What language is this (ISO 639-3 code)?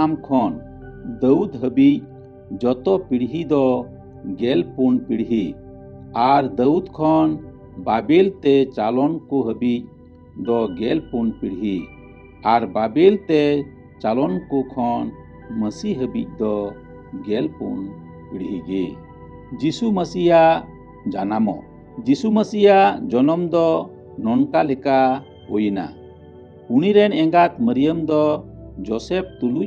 sat